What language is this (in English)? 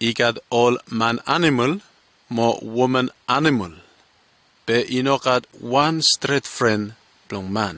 Bislama